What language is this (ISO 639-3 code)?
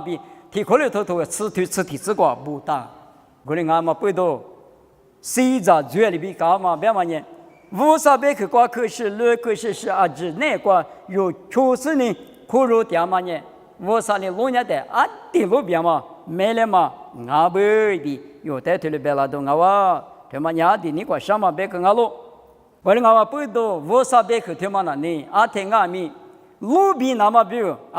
lis